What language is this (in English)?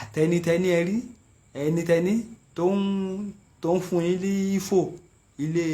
Yoruba